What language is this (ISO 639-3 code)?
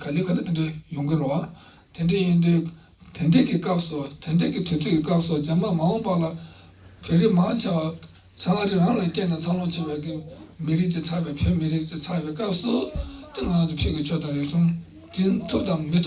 bod